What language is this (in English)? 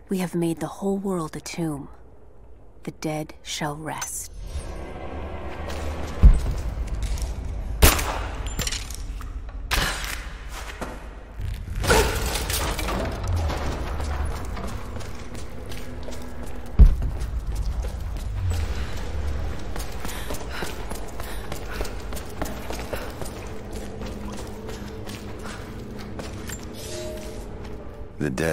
English